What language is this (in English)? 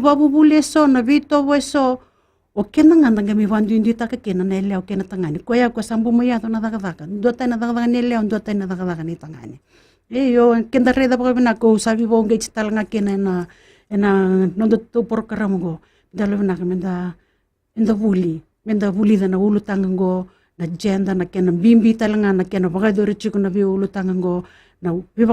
Fijian